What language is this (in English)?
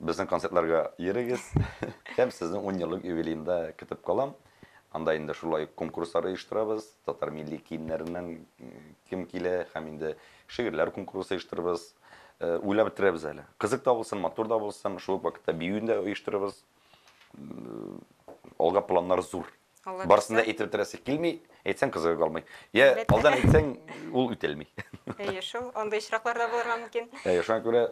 Tatar